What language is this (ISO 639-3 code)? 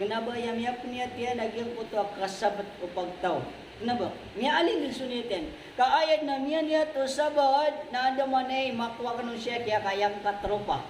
mrw